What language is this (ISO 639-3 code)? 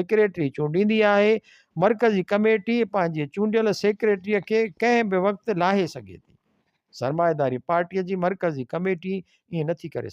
snd